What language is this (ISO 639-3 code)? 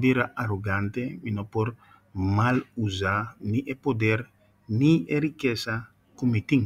pap